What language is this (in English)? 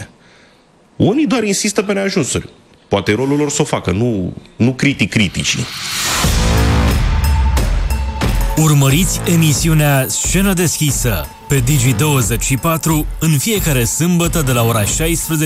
Romanian